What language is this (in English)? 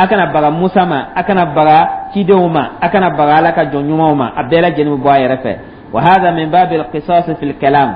Dyula